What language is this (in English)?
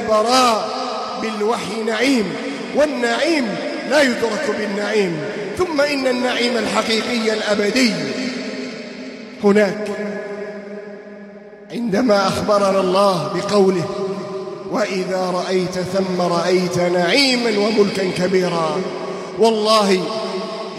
Arabic